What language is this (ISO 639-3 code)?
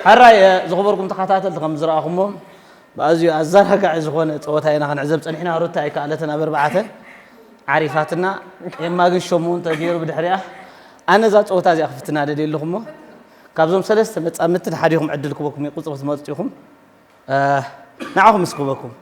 tir